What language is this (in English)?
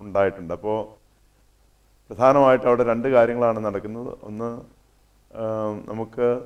Malayalam